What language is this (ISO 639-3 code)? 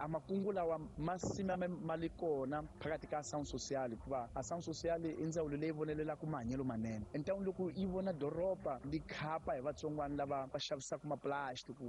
tso